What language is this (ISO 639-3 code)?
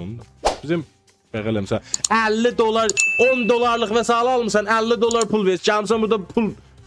azb